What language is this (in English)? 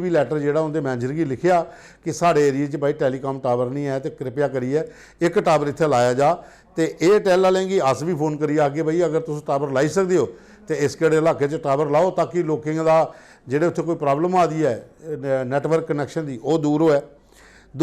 Dogri